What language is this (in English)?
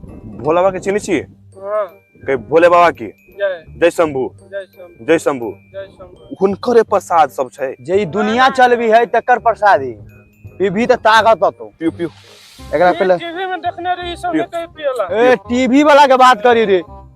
Maithili